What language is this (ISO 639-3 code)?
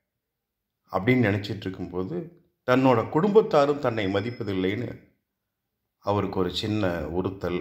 tam